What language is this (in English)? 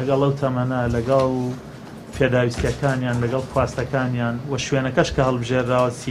Central Kurdish